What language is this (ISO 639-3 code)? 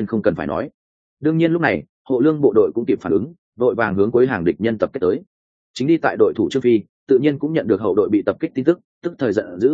vie